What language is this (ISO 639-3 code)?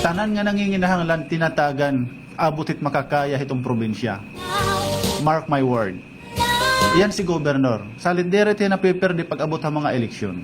war